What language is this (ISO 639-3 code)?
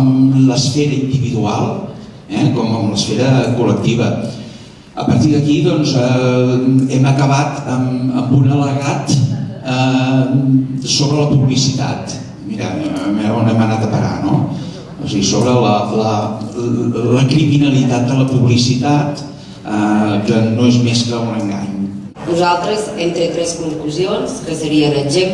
cat